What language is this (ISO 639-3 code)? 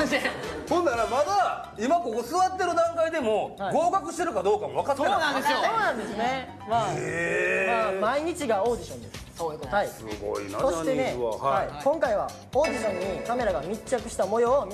jpn